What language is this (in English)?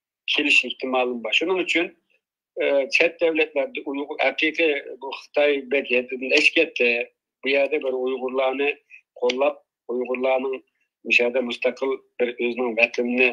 Uyghur